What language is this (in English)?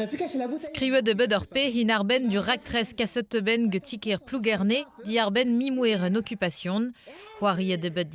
Breton